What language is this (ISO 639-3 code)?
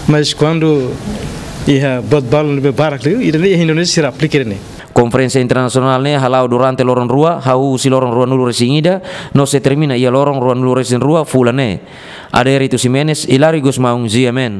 tet